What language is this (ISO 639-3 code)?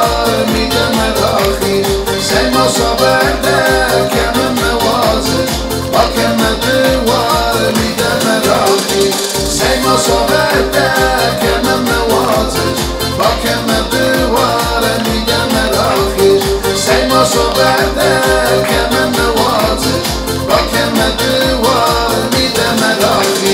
oss